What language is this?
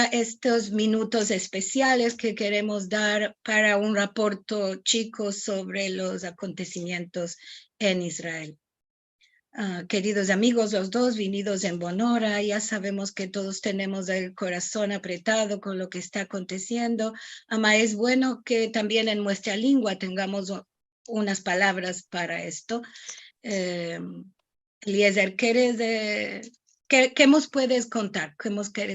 Ladino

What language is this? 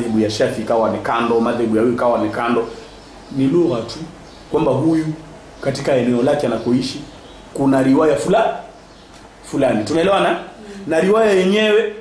Swahili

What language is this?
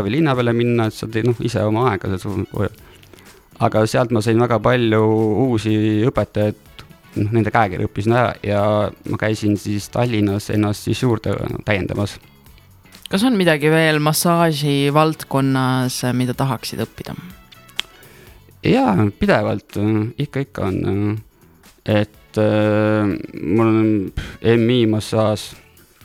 Estonian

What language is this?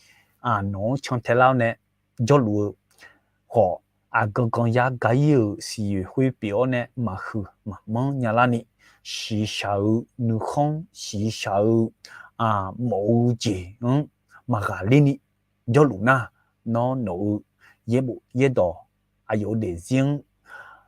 Akha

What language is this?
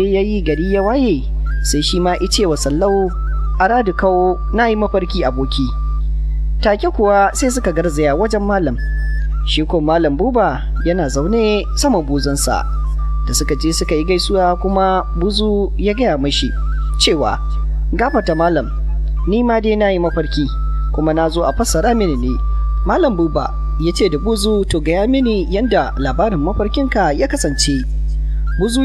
Hausa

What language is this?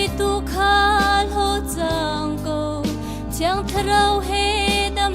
Hakha Chin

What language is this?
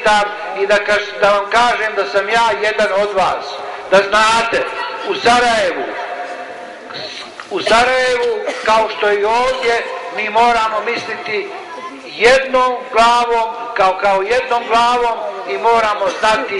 Bosnian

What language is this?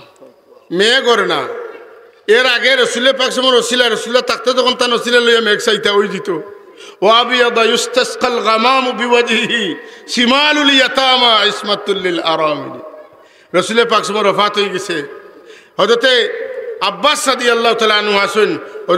Sylheti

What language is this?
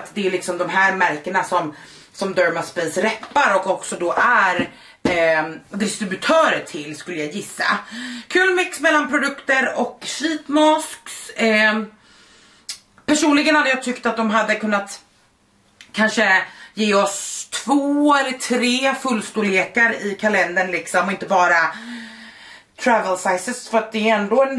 Swedish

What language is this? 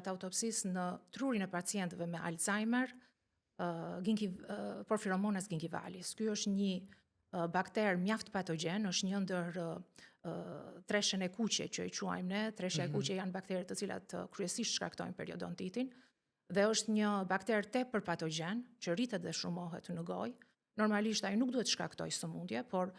Albanian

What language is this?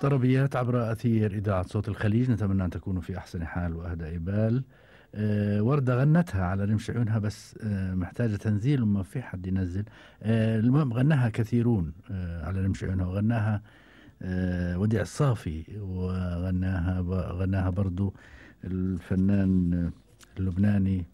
Gulf Arabic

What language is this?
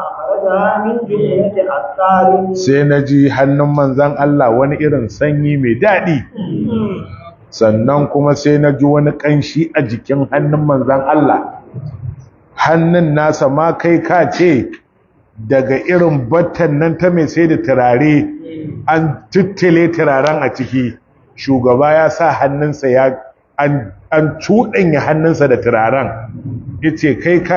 Hausa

